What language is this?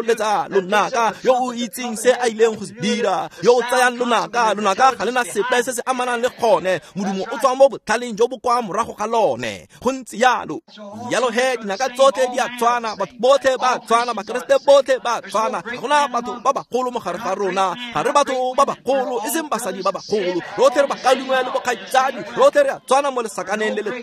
Tswana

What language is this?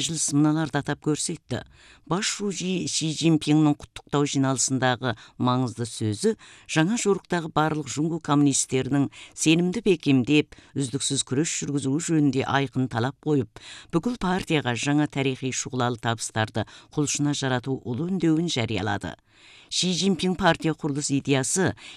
Kazakh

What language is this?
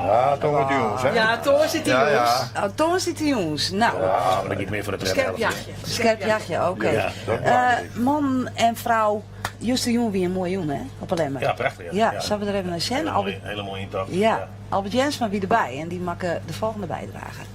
Western Frisian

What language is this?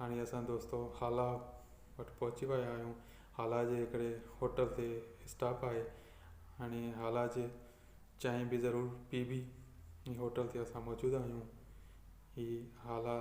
Sindhi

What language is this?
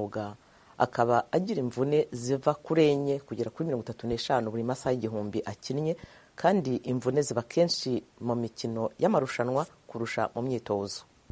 Kinyarwanda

